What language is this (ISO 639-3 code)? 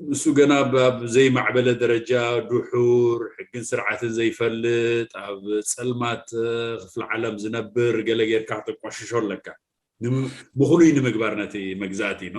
tir